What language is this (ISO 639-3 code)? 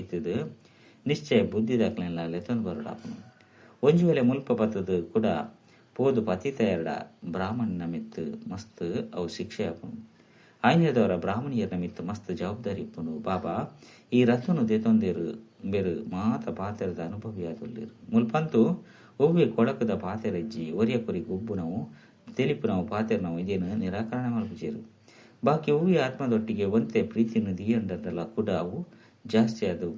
tcy